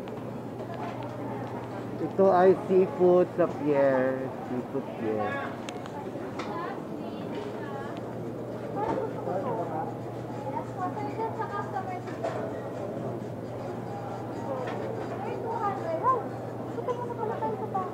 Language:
Filipino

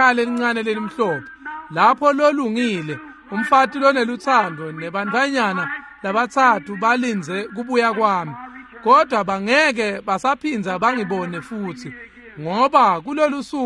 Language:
Swati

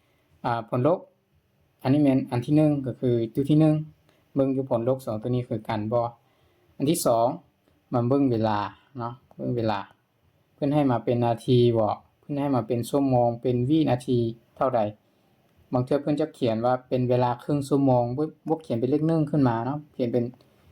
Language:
Lao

